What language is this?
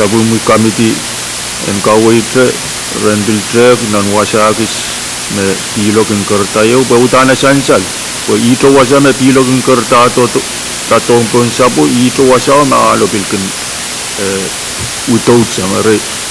Pohnpeian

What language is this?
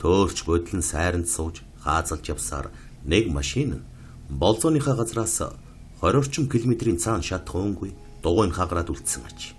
Mongolian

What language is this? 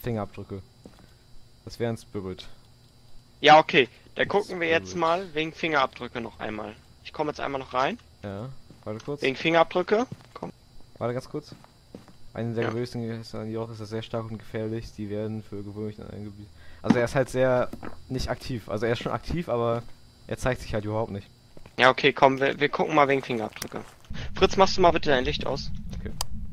German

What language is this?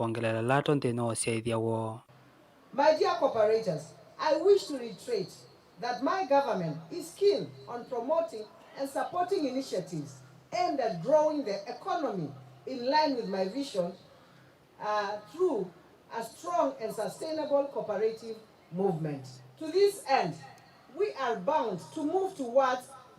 Kamba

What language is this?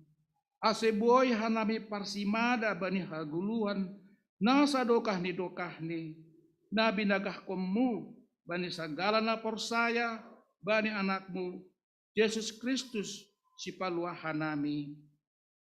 Batak Simalungun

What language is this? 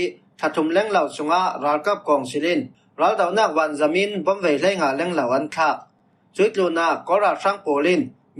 Falam Chin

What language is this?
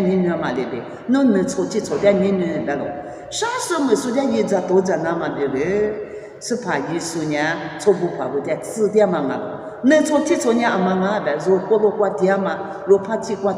Lisu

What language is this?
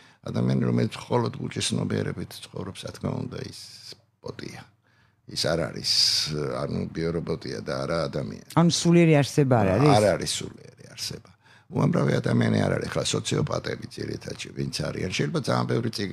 Georgian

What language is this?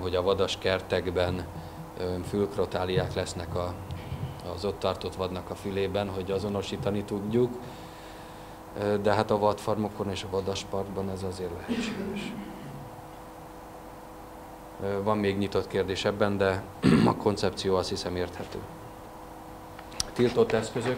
Hungarian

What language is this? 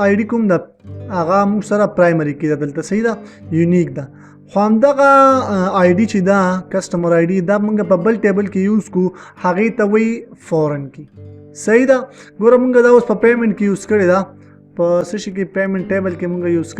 Pashto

